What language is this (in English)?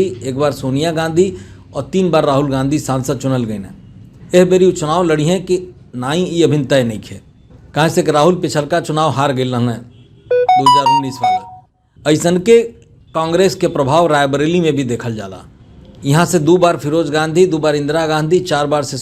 Bhojpuri